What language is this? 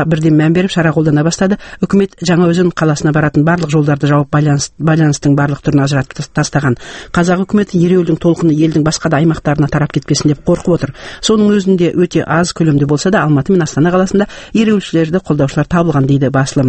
Kazakh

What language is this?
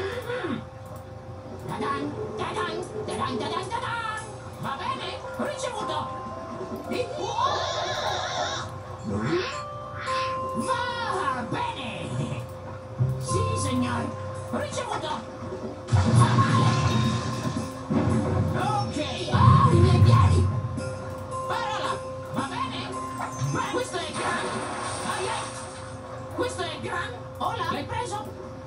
Italian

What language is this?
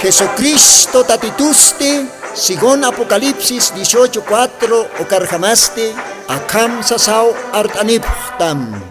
Aymara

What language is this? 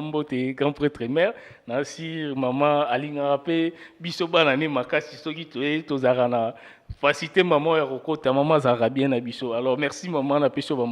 Lingala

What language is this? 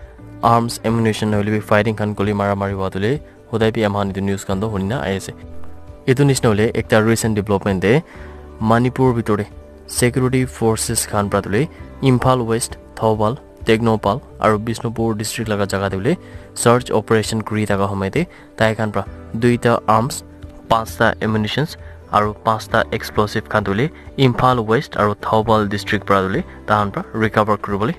Naga Pidgin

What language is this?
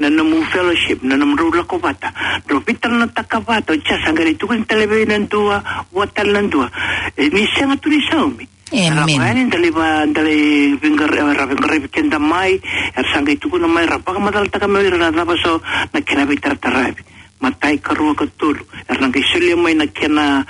Fijian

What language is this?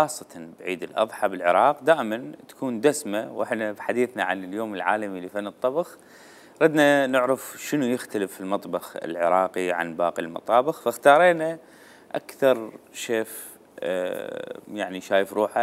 Mesopotamian Arabic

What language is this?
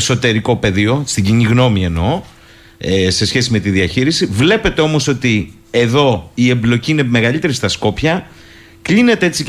Greek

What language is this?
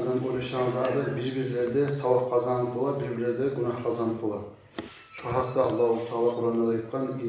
Kumyk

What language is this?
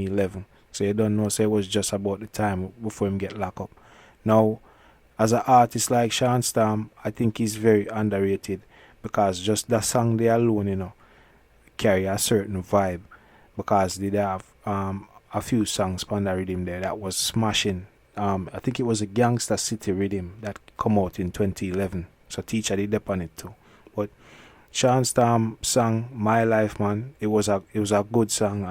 Jamaican Creole English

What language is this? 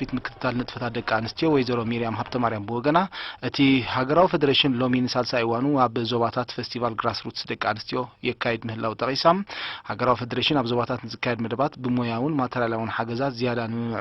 Tigrinya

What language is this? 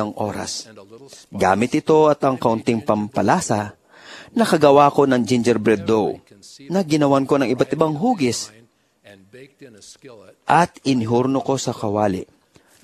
Filipino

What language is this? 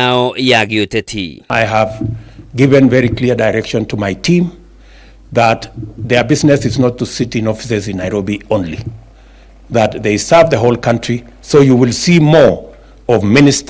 Kikuyu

